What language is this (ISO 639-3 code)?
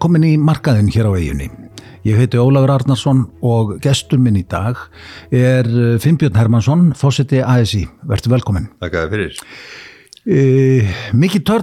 isl